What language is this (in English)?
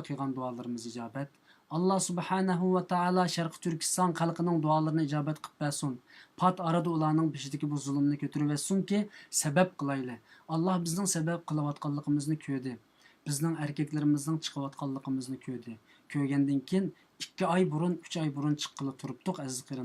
Uyghur